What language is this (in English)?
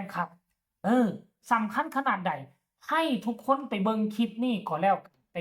Northeastern Thai